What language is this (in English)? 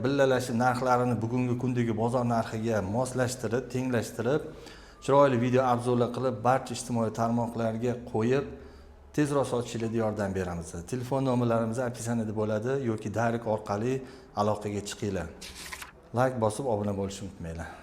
Uzbek